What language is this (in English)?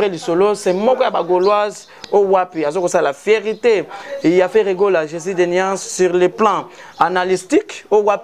Lingala